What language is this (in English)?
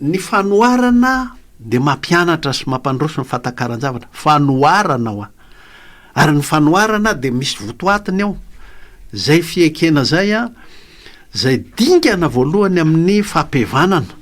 Malagasy